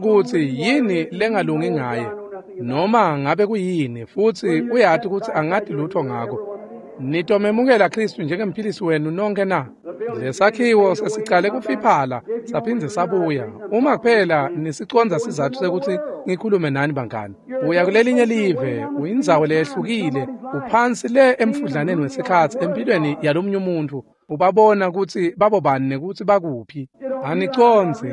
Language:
Swati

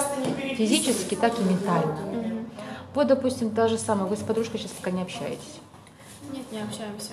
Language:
Russian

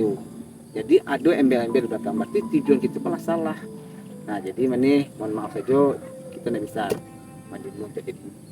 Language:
Minangkabau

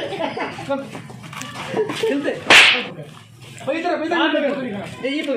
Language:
Saraiki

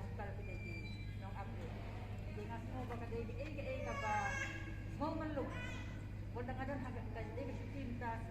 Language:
Khasi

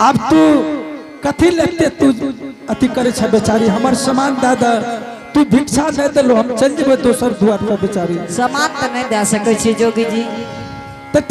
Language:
Angika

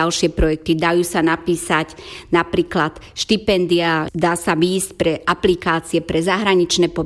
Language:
Slovak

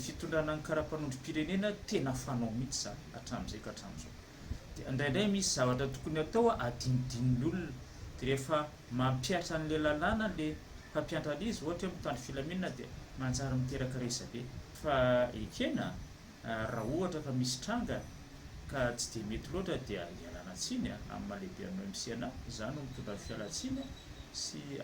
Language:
Malagasy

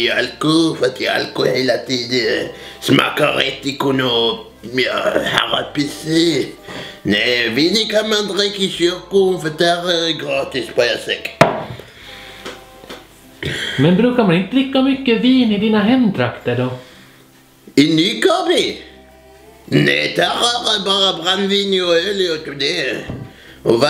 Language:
Swedish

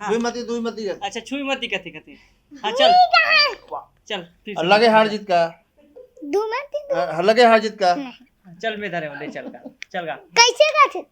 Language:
Chhattisgarhi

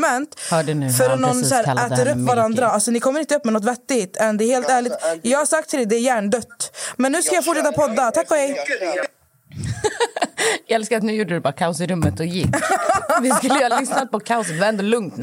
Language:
Swedish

